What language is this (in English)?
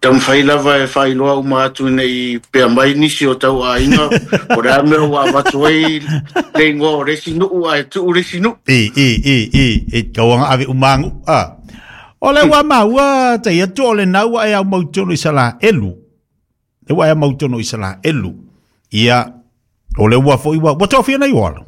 Samoan